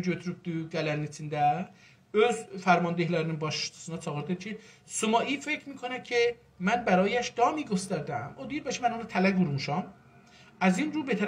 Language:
South Azerbaijani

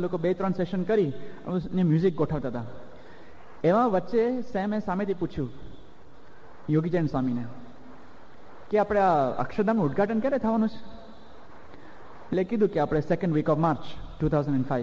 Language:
Gujarati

